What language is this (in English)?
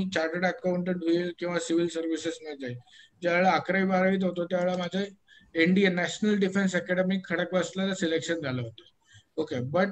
Marathi